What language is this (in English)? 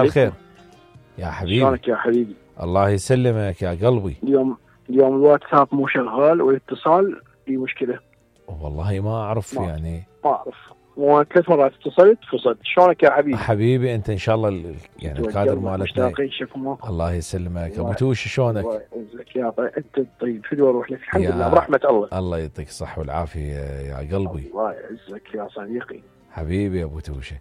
Mesopotamian Arabic